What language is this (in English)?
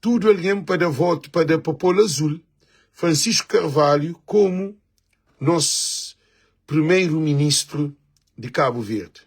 Kabuverdianu